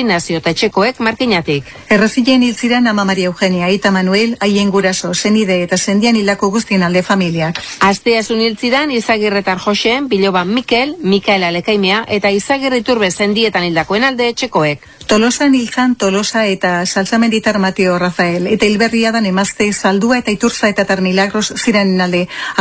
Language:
Basque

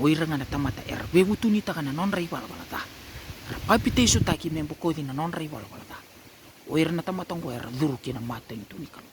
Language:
Fijian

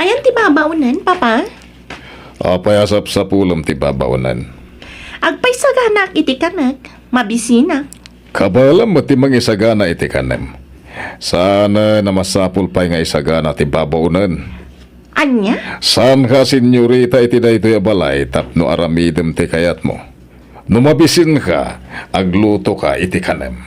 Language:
Iloko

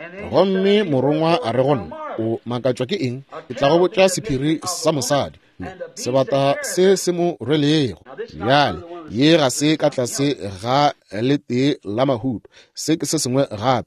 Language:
Northern Sotho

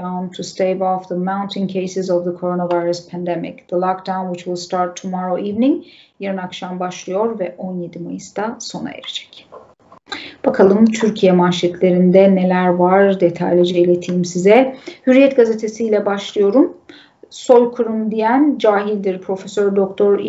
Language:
Turkish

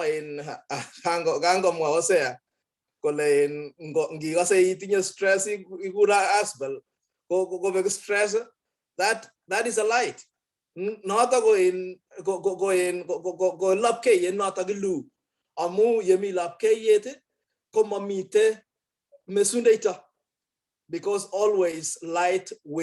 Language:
Kalenjin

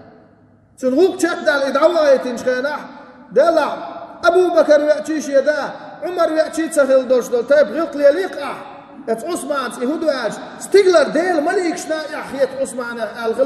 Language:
Chechen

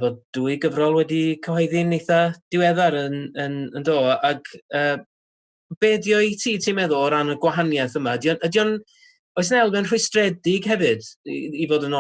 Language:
Welsh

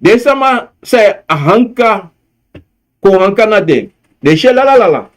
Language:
Sranan Tongo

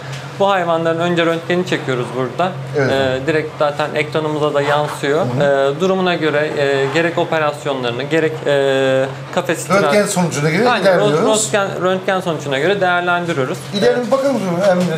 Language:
Turkish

